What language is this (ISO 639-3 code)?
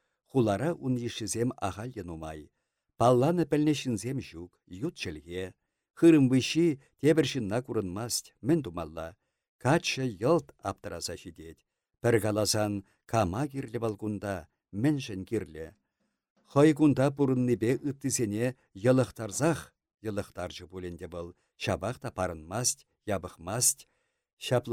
chv